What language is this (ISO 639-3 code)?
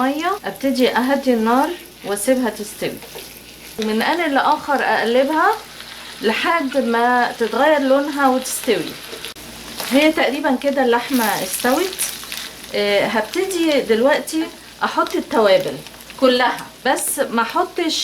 arz